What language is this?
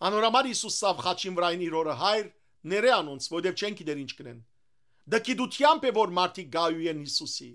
Western Armenian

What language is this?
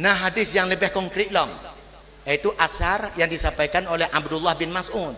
Achinese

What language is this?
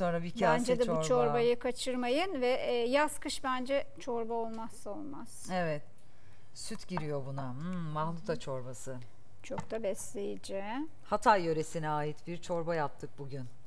Turkish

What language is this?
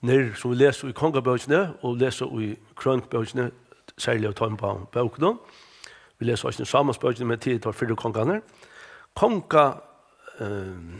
Faroese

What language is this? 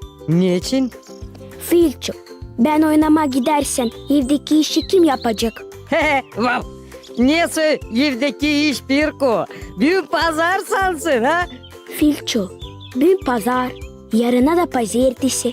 Gagauz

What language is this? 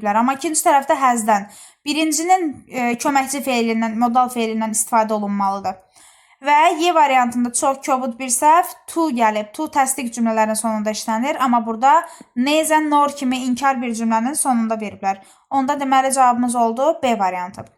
Azerbaijani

